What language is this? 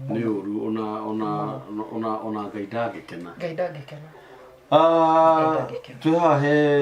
Kikuyu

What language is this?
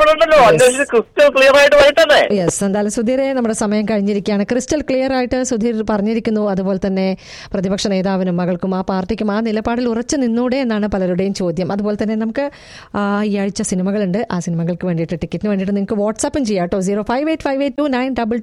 Malayalam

